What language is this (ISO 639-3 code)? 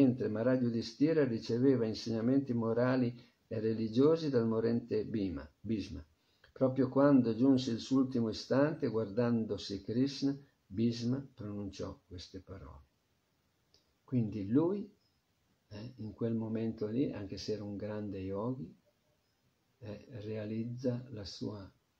ita